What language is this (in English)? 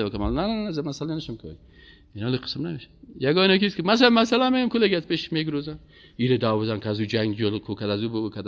Persian